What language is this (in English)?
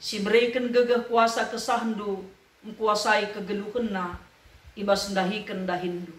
Batak Karo